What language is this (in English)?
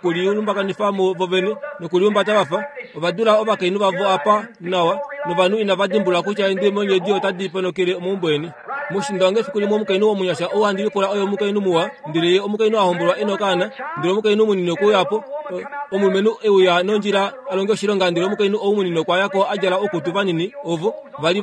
Kuanyama